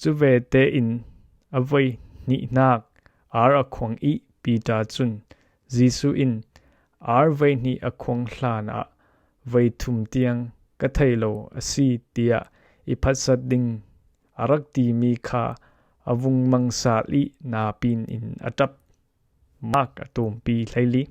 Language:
Falam Chin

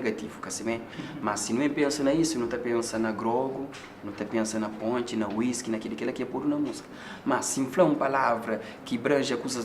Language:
Kabuverdianu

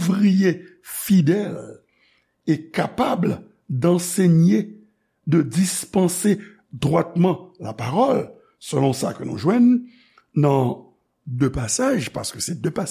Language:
Haitian Creole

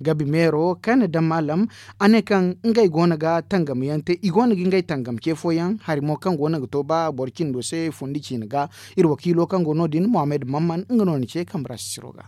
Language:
Zarma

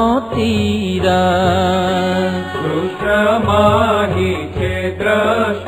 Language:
Gujarati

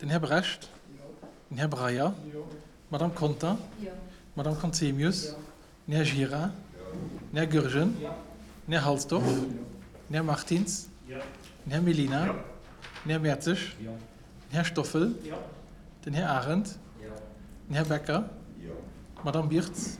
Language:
Luxembourgish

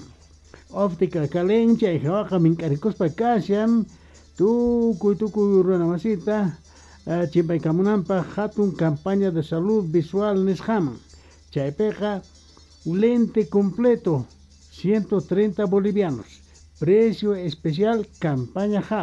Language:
Quechua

